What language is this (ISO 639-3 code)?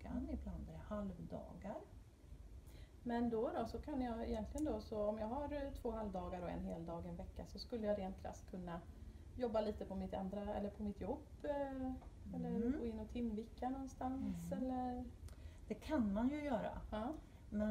swe